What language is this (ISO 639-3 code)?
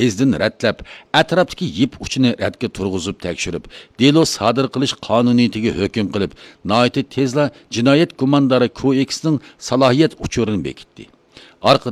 uig